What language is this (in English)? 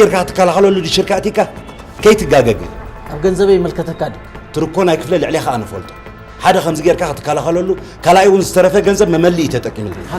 Tigrinya